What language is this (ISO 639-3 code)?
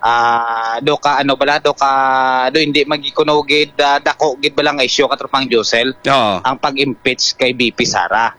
hil